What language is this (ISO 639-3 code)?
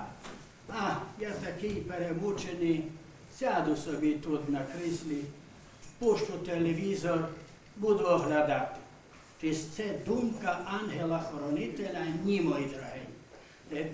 rue